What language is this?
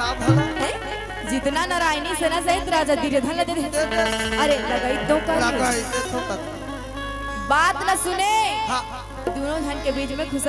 Chhattisgarhi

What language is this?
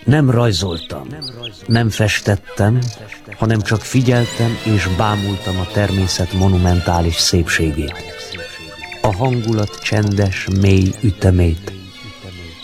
Hungarian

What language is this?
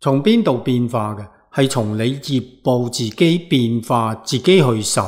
Cantonese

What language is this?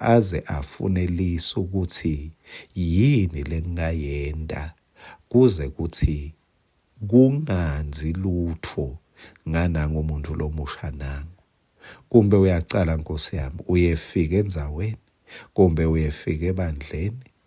Swati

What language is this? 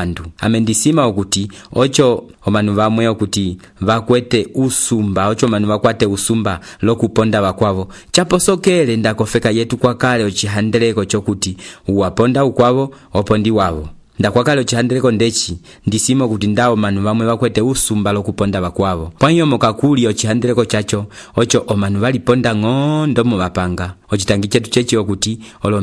Umbundu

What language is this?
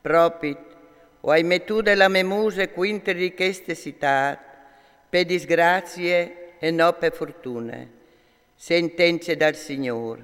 Friulian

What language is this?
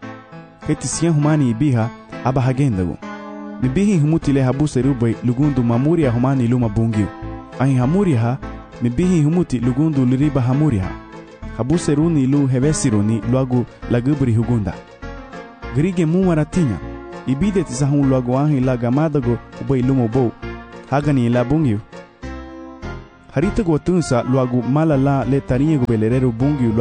Garifuna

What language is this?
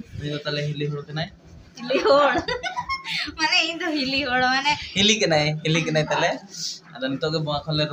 Santali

